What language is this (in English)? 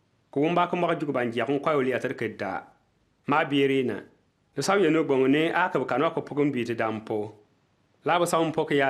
Bimoba